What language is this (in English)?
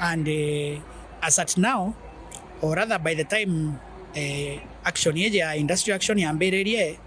Meru